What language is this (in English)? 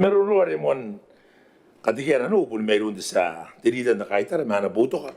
Gilbertese